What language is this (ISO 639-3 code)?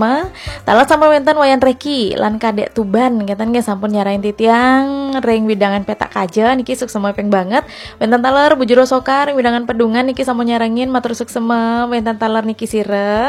ban